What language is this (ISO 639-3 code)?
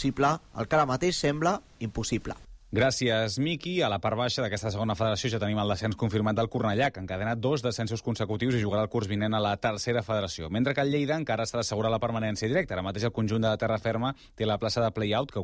cat